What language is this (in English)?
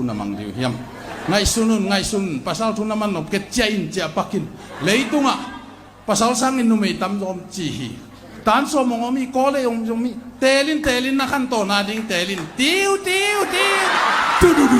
Tedim Chin